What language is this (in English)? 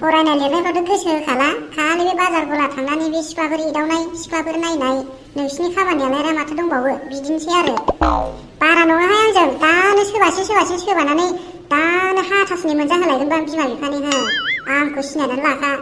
Bodo